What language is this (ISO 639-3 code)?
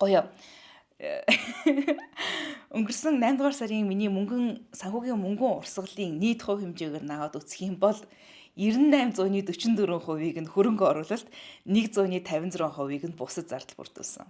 mon